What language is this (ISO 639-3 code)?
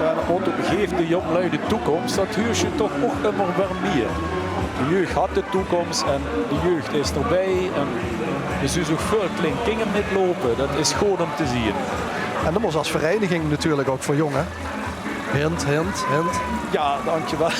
lim